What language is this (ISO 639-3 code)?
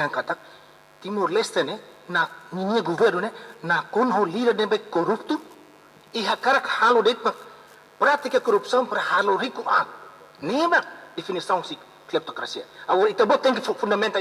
tet